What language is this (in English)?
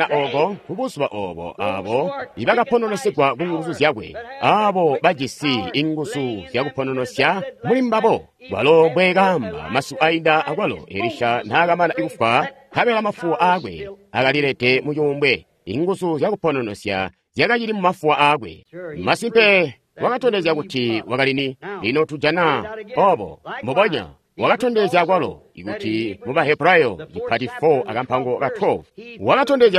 Tonga (Zambia)